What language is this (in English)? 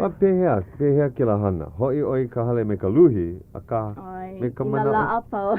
Hawaiian